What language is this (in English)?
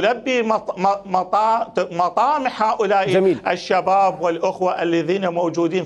Mesopotamian Arabic